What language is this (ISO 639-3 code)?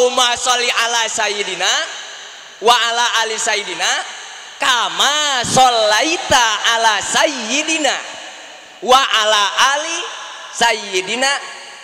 sun